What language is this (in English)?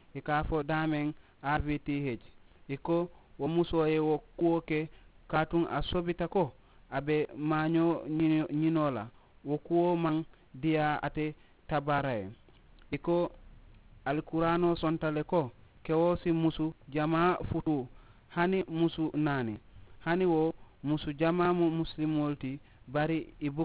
Mandingo